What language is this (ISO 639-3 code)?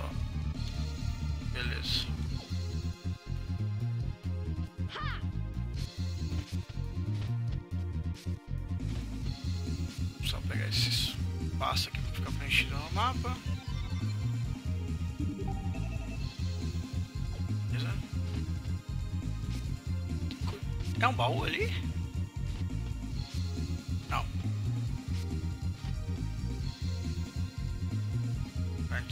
por